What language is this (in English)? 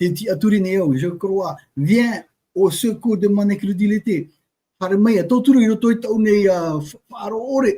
Tahitian